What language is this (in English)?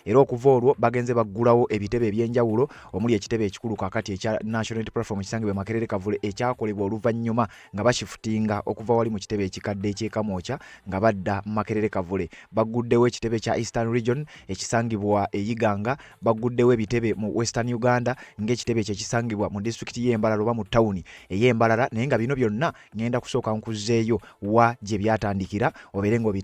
Ganda